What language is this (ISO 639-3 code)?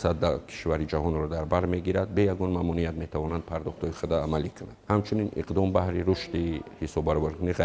tgk